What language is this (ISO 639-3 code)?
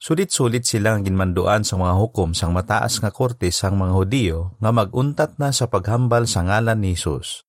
hil